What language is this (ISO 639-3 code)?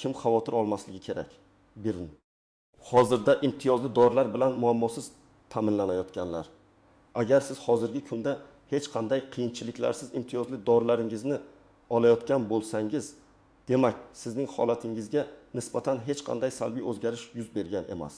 uzb